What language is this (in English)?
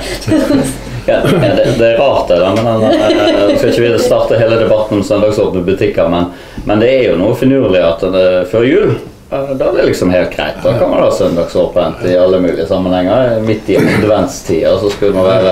Norwegian